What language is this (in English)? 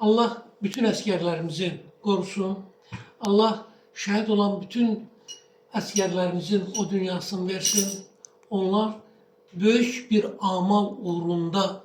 Azerbaijani